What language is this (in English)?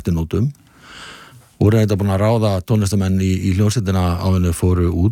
Icelandic